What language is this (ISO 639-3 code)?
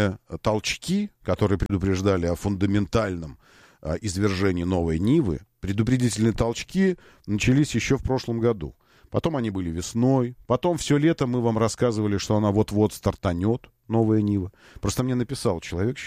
rus